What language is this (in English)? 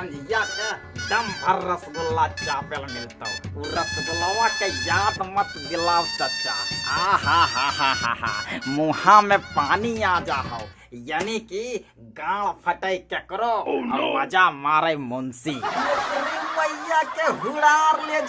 Magahi